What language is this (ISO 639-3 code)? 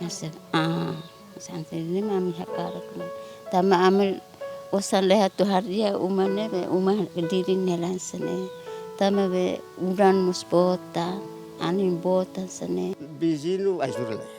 tet